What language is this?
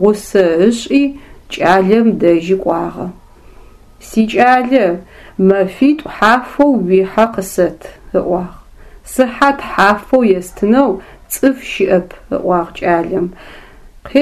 Adyghe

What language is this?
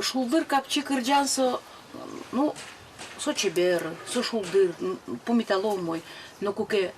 Udmurt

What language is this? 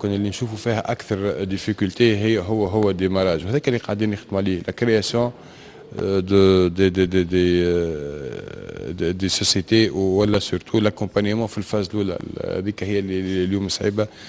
Tunisian Arabic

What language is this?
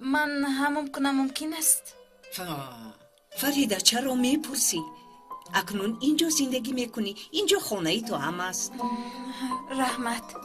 Tajik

